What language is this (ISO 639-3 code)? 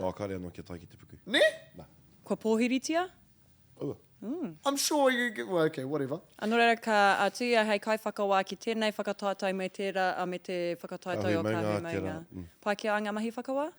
mri